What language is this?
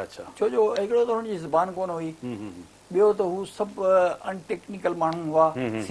Sindhi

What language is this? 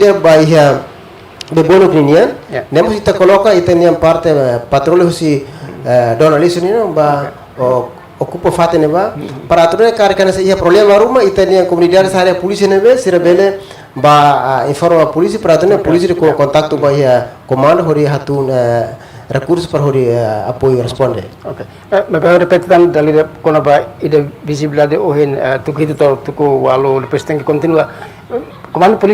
Tetum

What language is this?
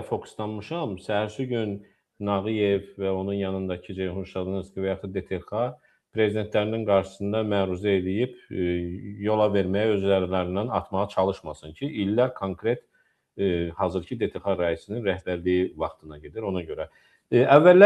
Azerbaijani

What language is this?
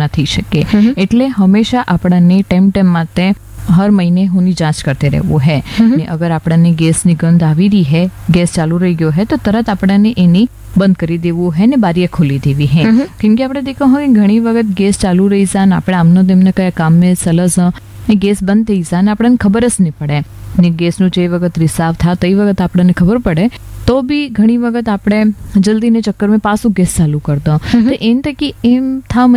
Gujarati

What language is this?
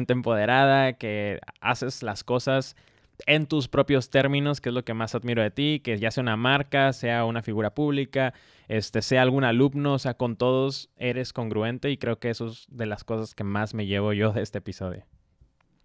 Spanish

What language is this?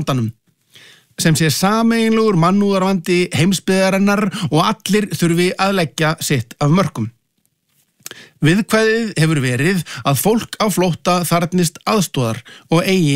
Icelandic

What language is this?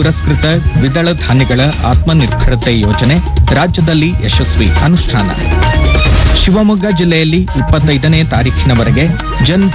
Kannada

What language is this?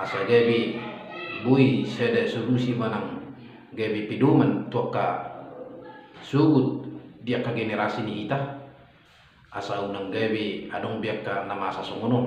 Batak Toba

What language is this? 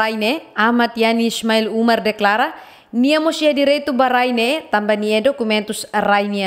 Tetum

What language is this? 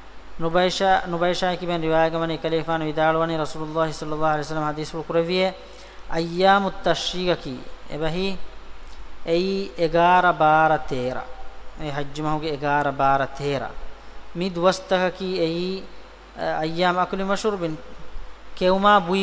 Divehi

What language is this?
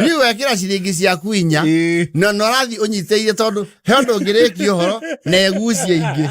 Kikuyu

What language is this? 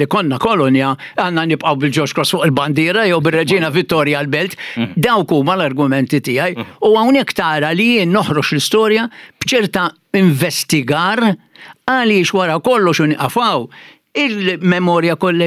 Maltese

